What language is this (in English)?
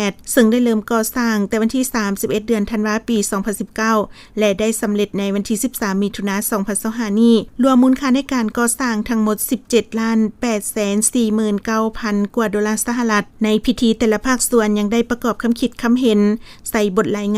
Lao